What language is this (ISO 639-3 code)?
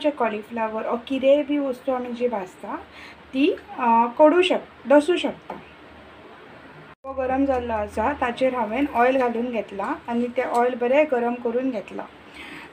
kok